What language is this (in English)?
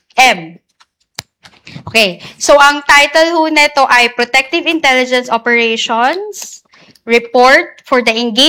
Filipino